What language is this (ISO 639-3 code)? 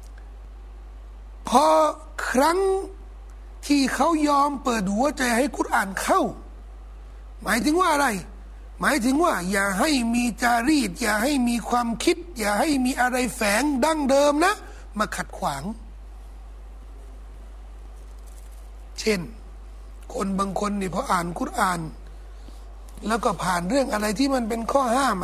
tha